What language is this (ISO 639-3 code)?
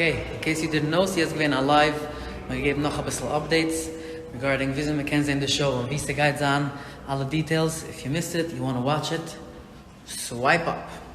yid